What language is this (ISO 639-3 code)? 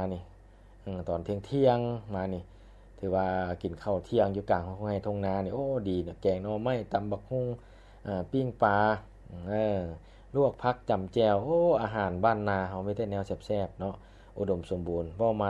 lao